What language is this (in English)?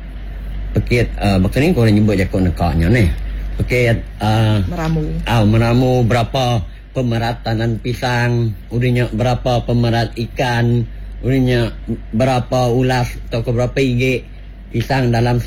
Iban